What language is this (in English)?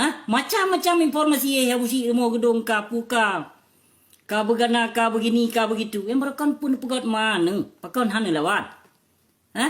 Achinese